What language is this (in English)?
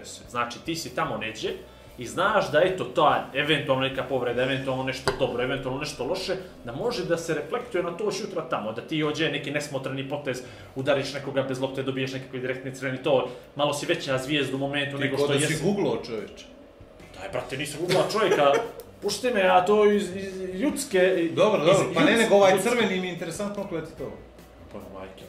Bosnian